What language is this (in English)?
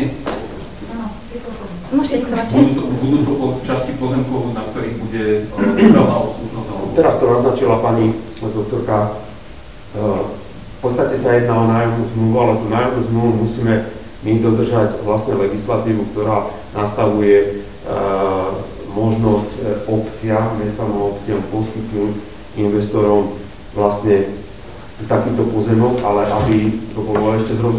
Slovak